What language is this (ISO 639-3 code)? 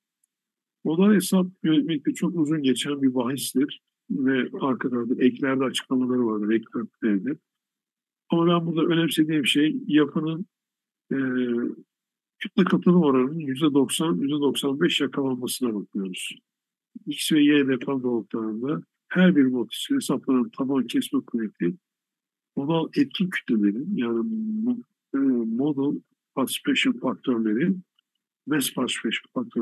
tur